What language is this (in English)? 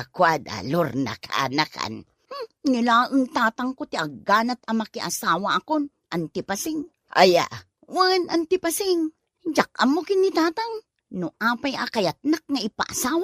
Iloko